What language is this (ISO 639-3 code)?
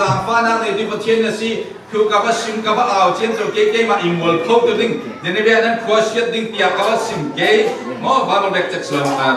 cfm